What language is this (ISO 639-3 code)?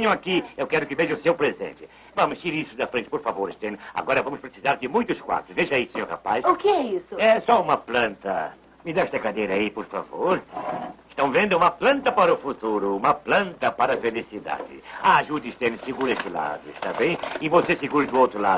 por